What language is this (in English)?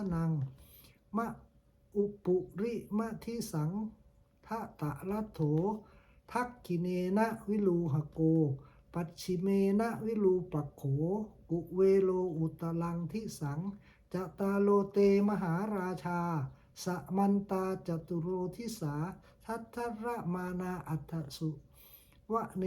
Pali